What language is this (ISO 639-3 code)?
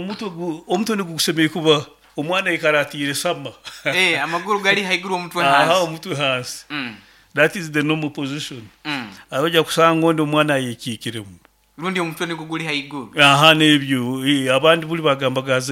nyn